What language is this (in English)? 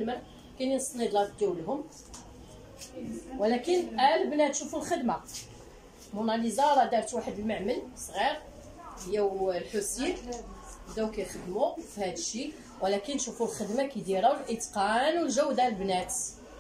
Moroccan Arabic